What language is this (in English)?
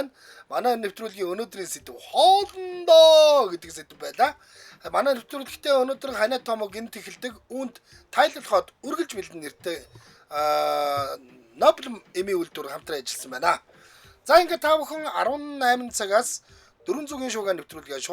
Mongolian